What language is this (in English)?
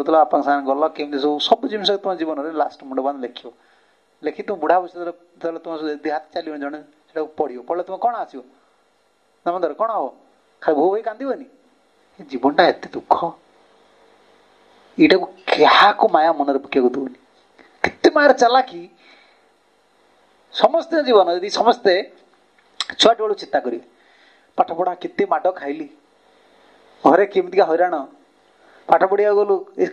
Odia